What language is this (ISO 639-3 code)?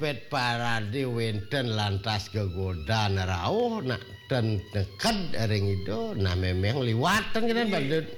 ban